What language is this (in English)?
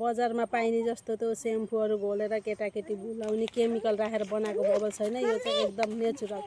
Nepali